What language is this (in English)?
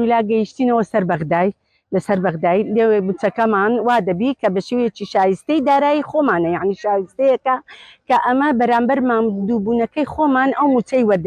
Central Kurdish